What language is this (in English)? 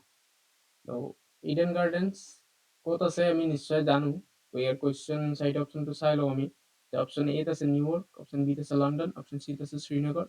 Assamese